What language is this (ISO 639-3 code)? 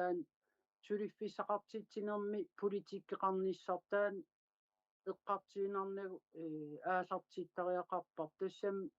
kal